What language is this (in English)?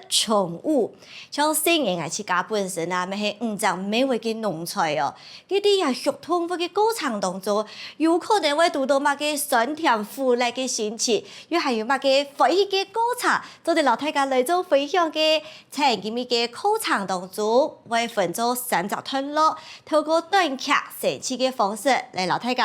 Hakka Chinese